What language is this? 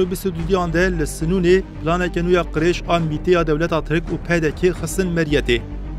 Kurdish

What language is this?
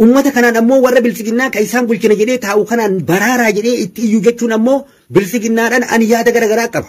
Oromo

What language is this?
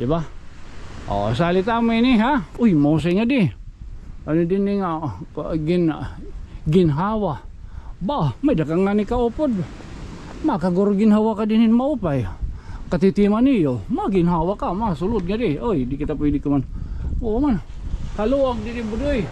Waray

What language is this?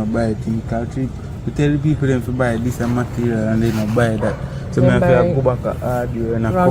Jamaican Creole English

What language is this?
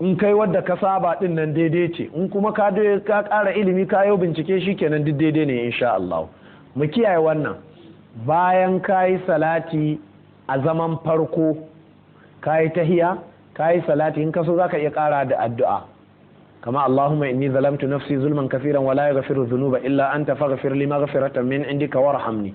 Hausa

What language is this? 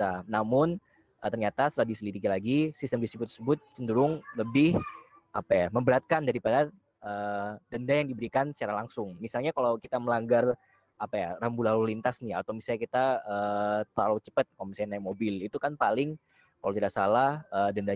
Indonesian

